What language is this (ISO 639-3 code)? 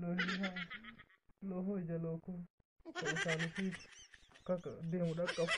orm